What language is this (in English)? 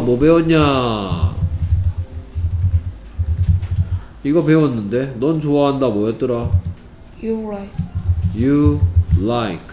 Korean